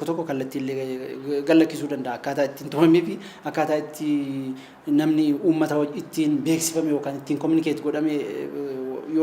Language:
Oromo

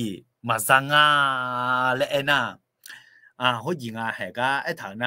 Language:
Akha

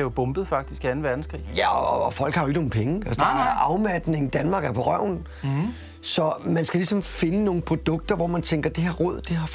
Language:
Danish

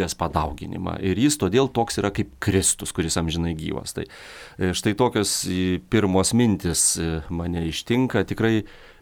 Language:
Lithuanian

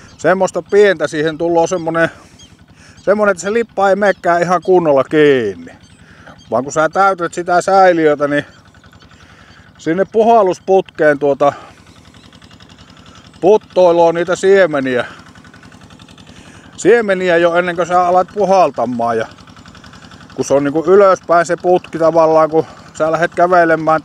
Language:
Finnish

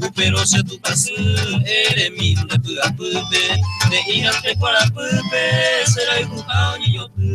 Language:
Guarani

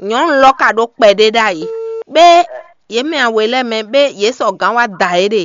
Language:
Fon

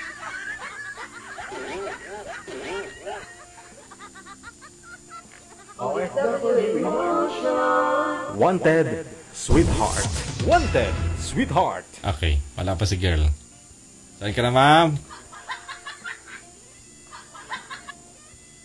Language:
Filipino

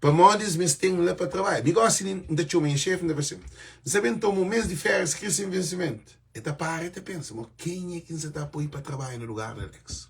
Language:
Kabuverdianu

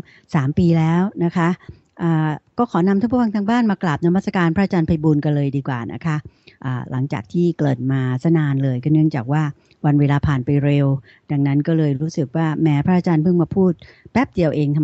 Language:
Thai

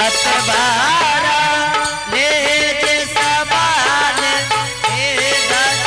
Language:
Angika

